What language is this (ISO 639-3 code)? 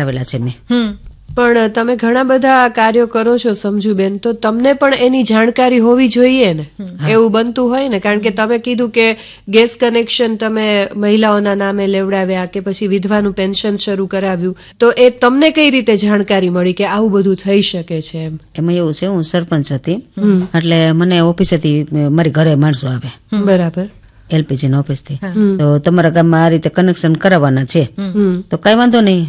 guj